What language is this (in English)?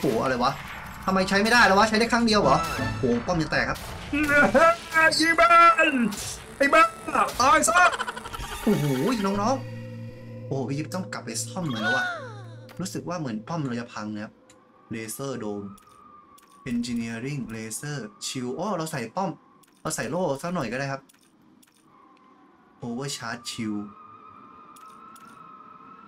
Thai